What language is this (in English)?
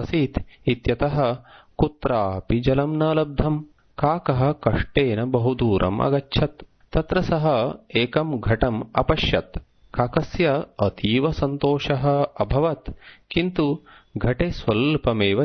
Sanskrit